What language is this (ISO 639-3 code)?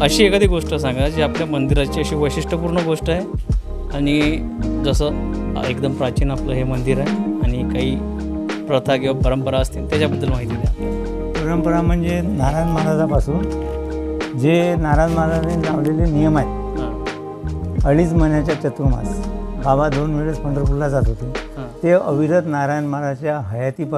mar